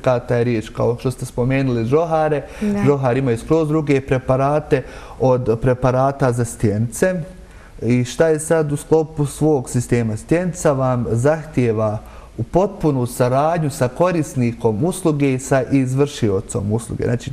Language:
Bosnian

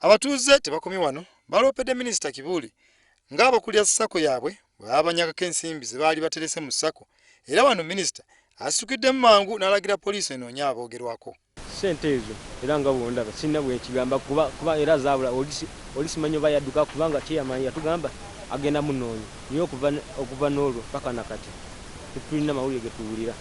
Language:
Ganda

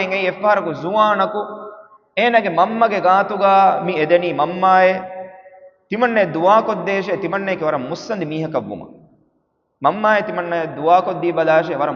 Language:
Divehi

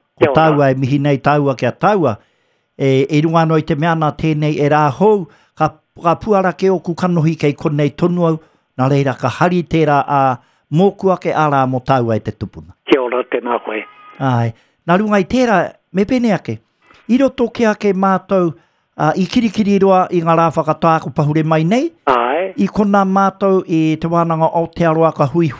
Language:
Māori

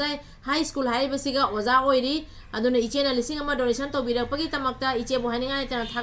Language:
Manipuri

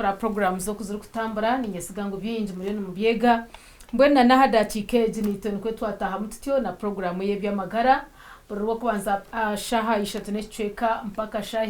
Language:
Nyankole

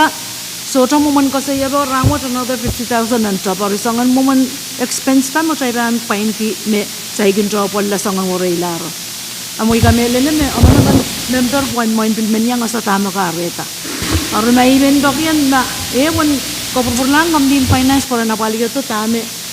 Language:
Pohnpeian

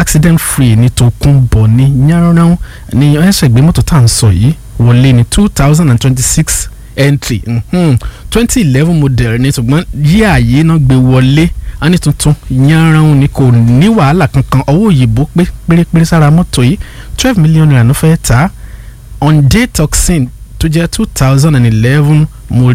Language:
Yoruba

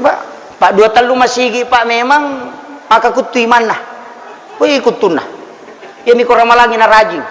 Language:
Buginese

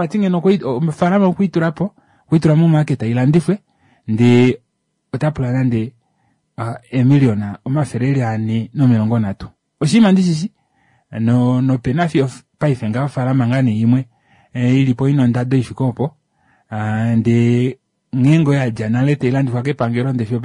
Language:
Kuanyama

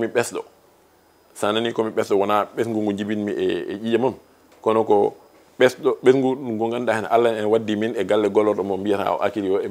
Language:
Fula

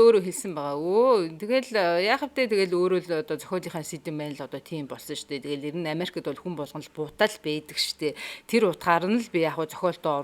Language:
Mongolian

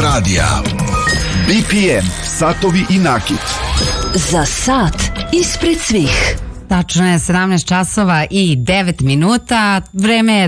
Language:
Serbian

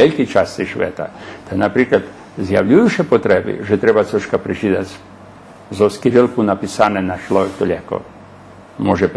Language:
Rusyn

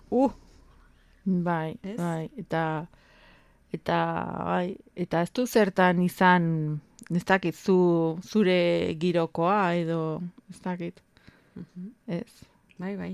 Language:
Basque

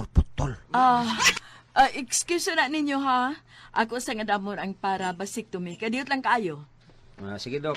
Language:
Cebuano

